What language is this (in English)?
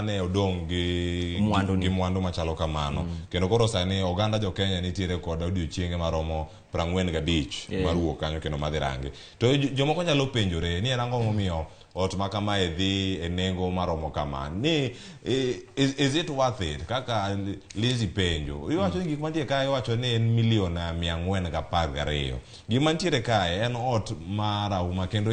Luo (Kenya and Tanzania)